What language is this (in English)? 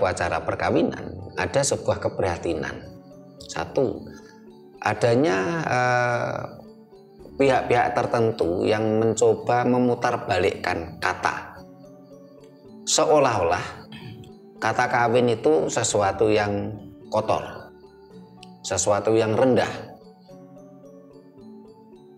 Indonesian